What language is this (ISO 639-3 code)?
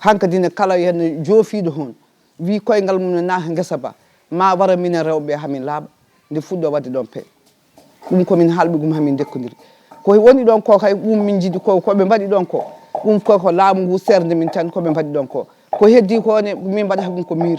ful